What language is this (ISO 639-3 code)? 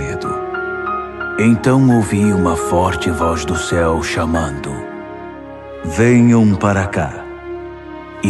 por